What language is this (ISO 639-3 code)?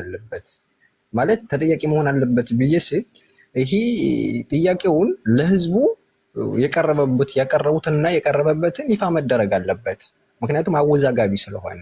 amh